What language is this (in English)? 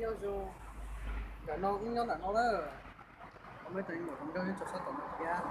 Hmong